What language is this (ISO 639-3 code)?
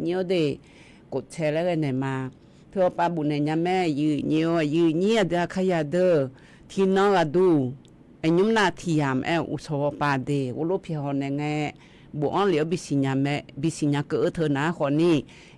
ahk